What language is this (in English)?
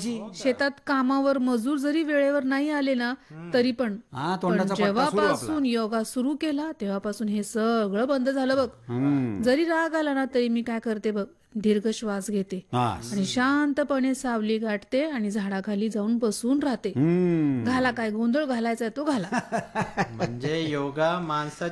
Marathi